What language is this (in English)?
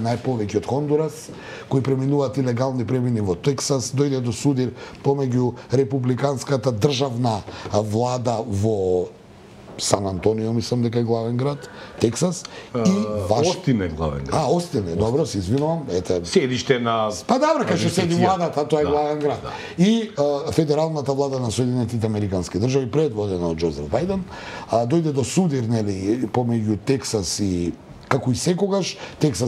Macedonian